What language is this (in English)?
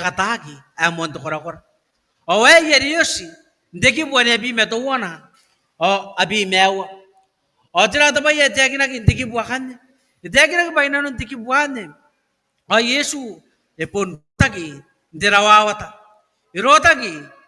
Gilbertese